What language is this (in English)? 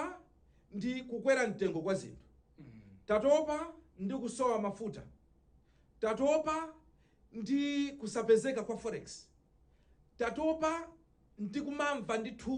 Nyanja